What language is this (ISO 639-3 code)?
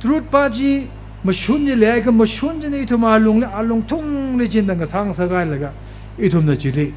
nmf